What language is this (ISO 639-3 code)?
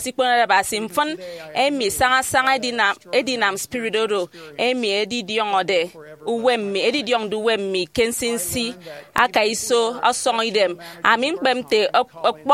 efi